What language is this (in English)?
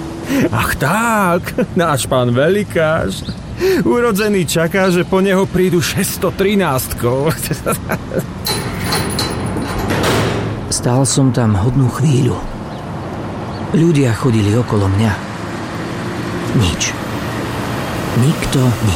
Slovak